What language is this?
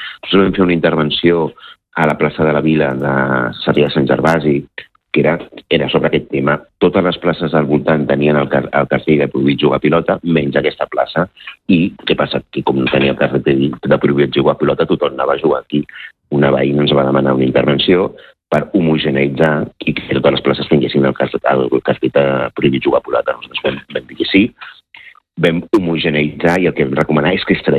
Catalan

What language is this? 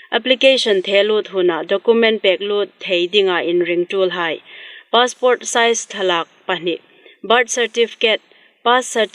Hmar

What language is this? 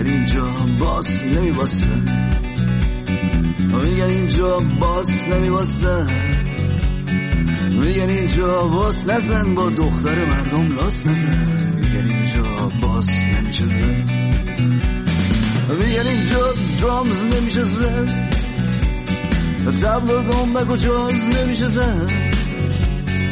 Persian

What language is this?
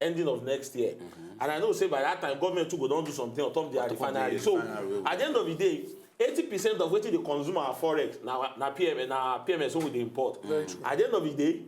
Nigerian Pidgin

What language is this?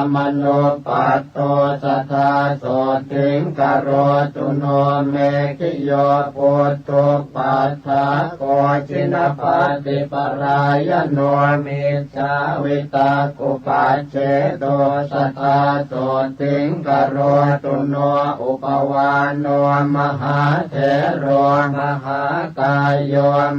Pali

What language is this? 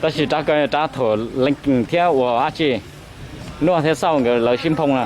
Hmong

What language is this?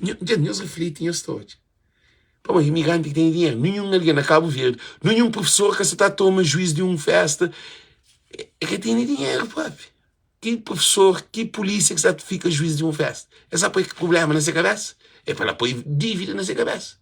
Kabuverdianu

